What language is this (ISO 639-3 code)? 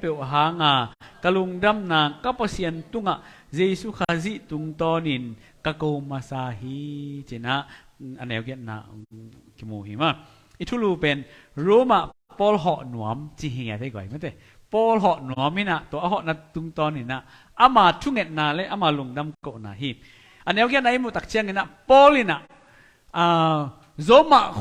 ctd